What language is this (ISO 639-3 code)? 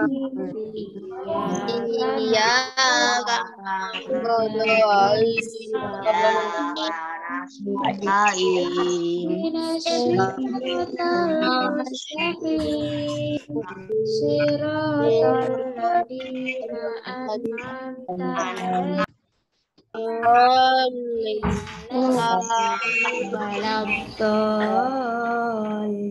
ind